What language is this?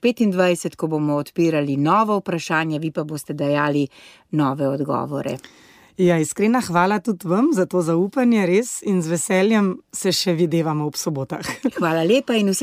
Slovenian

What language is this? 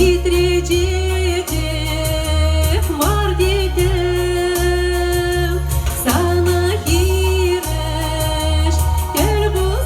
Chuvash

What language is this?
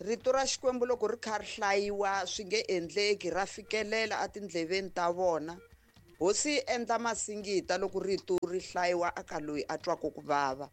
Tsonga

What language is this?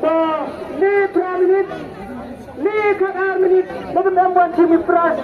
Khasi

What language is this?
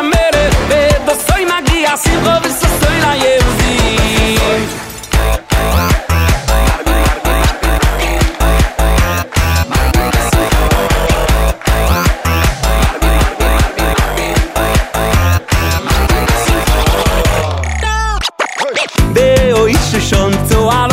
Hebrew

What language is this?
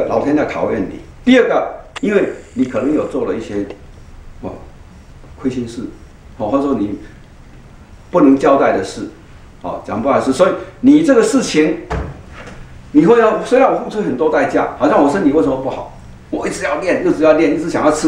Chinese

